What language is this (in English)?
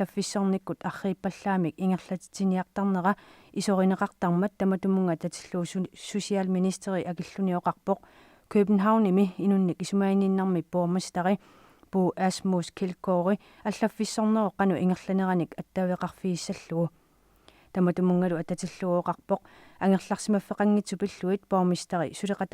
Kalaallisut